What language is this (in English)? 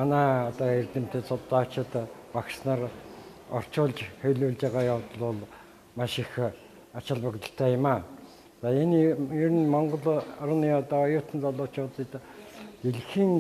Mongolian